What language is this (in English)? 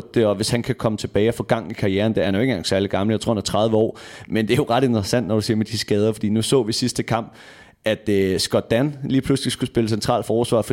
Danish